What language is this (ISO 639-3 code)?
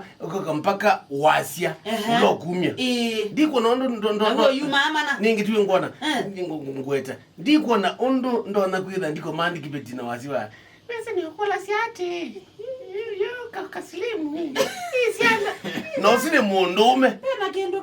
kam